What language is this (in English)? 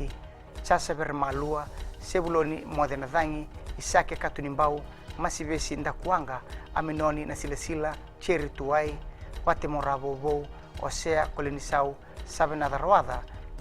Fijian